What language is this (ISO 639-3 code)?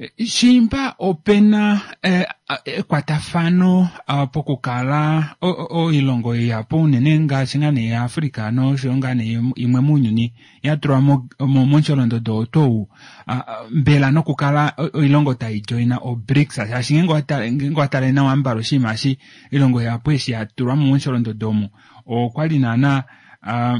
kua